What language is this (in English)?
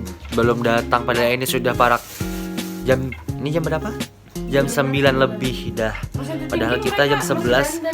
Banjar